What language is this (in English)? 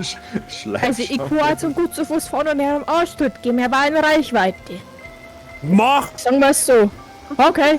Bavarian